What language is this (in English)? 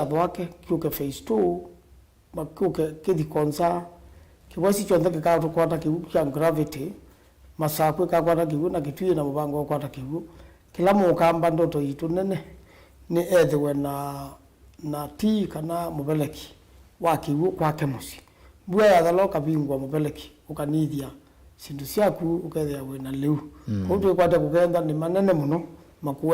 Kamba